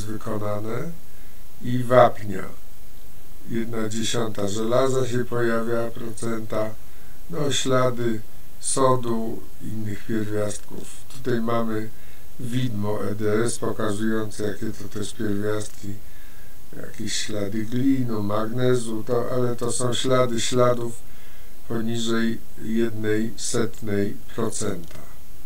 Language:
Polish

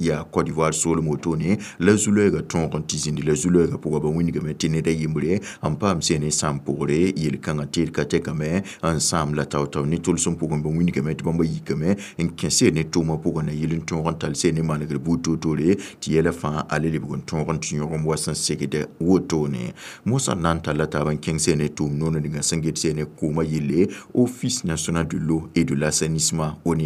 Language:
Mossi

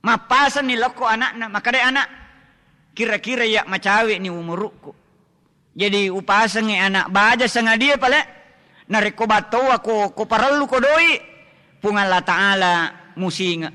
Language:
Buginese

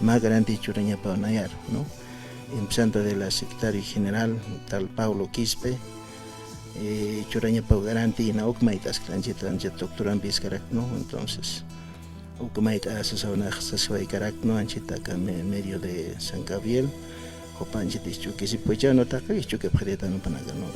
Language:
Aymara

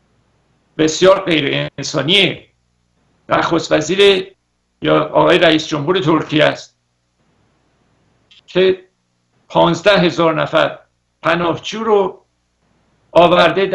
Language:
Persian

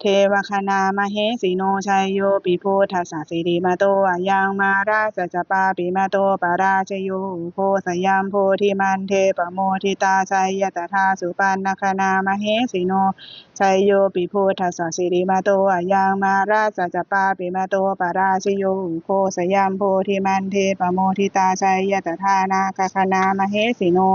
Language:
Pali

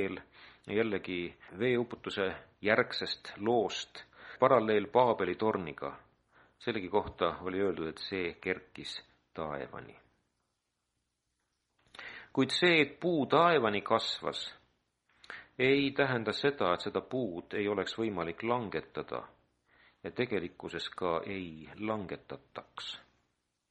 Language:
Estonian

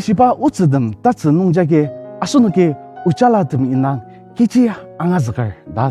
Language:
Ao Naga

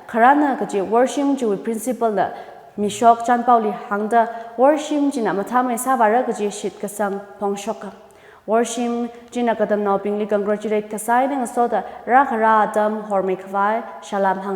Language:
Tangkhul Naga (India)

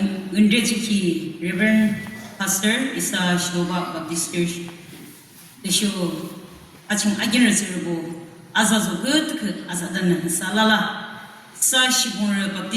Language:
Yimchungru Naga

